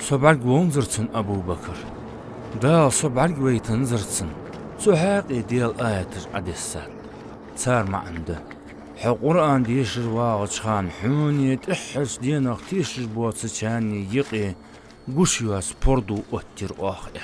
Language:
Ingush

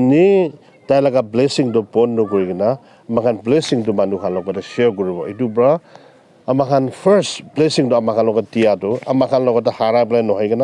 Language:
Naga Pidgin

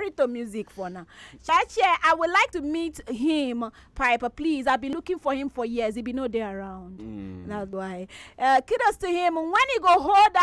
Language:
Nigerian Pidgin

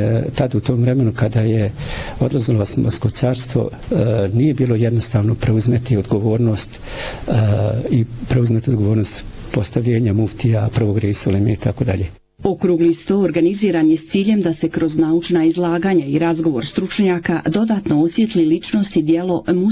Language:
Bosnian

